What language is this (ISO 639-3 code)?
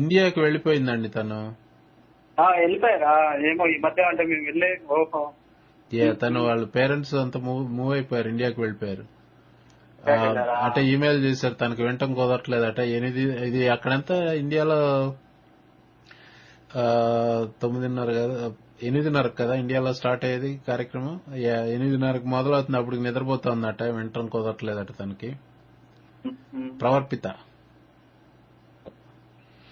tel